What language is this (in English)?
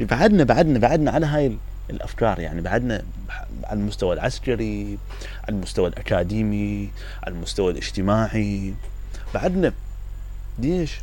Mesopotamian Arabic